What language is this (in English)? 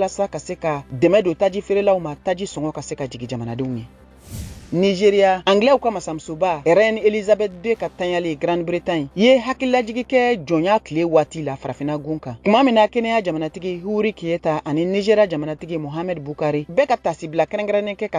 Bambara